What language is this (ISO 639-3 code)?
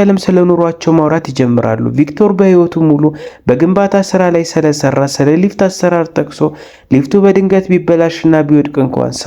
amh